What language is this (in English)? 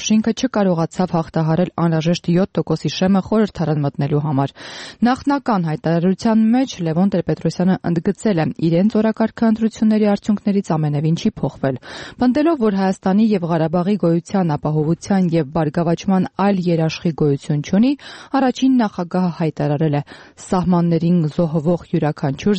Armenian